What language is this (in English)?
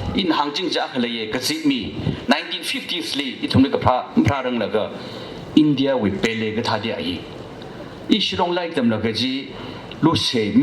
Tangkhul Naga (India)